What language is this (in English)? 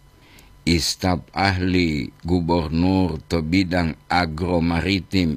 Gorontalo